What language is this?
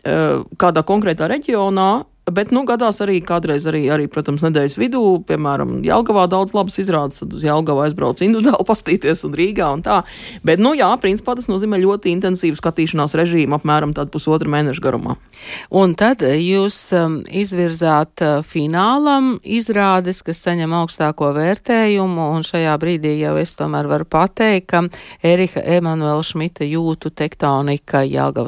Latvian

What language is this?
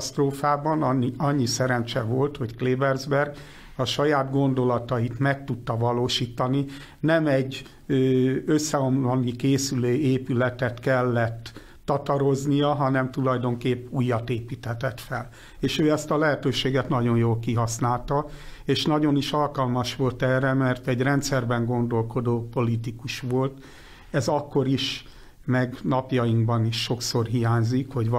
Hungarian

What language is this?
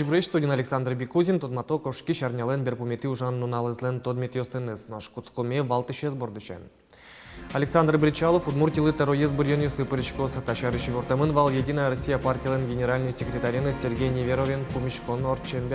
Udmurt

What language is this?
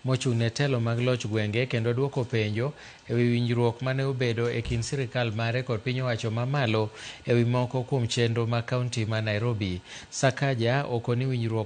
Luo (Kenya and Tanzania)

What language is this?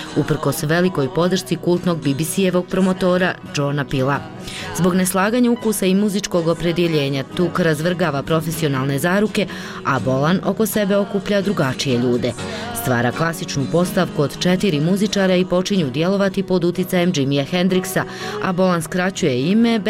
Bosnian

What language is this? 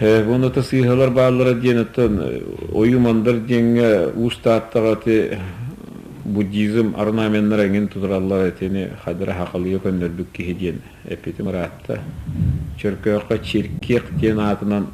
Yakut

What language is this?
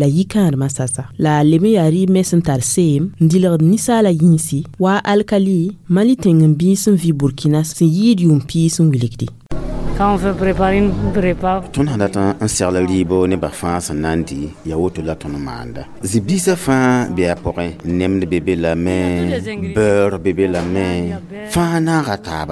Mossi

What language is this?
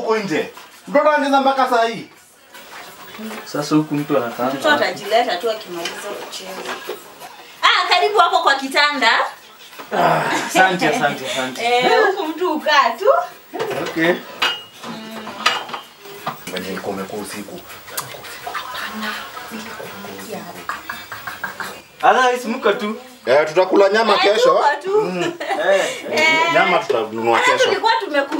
Swahili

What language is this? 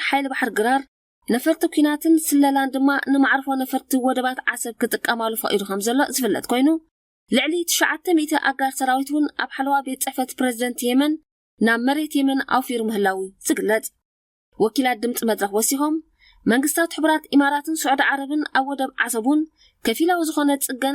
Tigrinya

